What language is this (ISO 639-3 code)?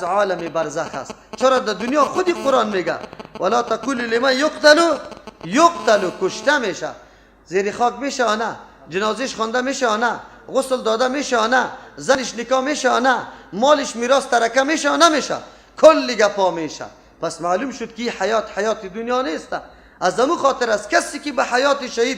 fas